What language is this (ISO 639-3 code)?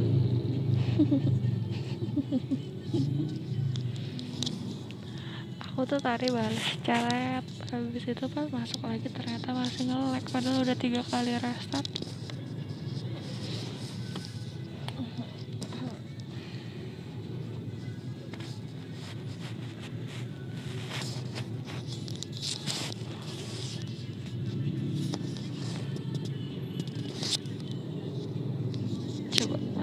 ind